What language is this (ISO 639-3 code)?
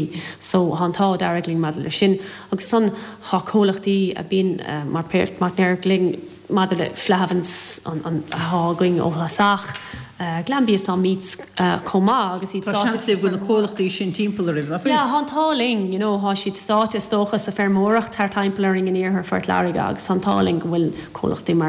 gle